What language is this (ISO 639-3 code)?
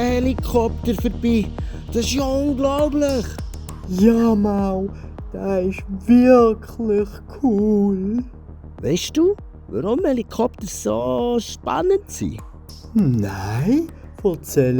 gsw